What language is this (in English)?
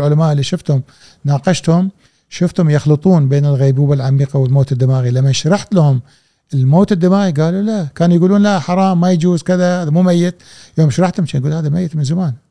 Gulf Arabic